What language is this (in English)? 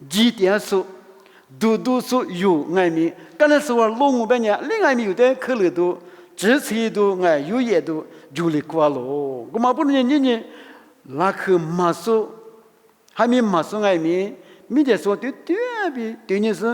Lisu